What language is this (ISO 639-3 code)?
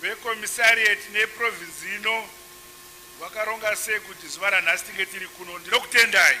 sna